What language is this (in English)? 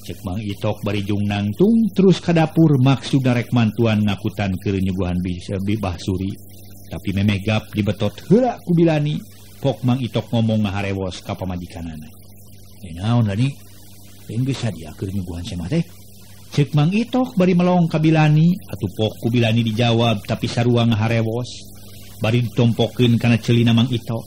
Sundanese